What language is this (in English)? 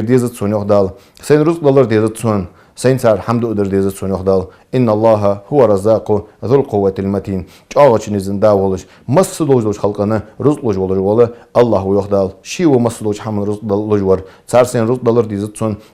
Ingush